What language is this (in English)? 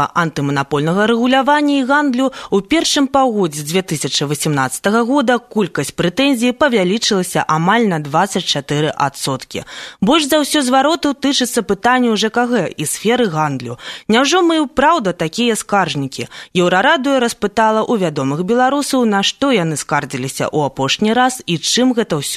Belarusian